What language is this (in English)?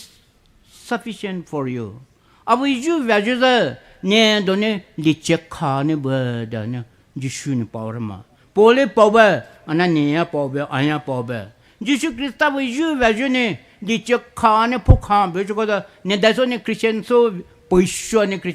Poumei Naga